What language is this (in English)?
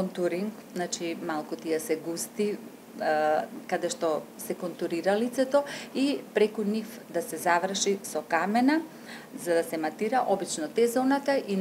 Macedonian